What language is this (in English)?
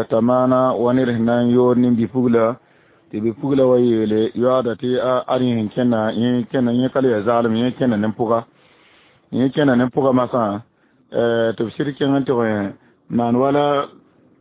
Mossi